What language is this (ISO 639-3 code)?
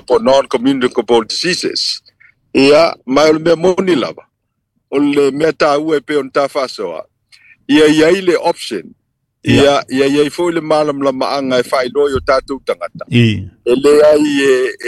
smo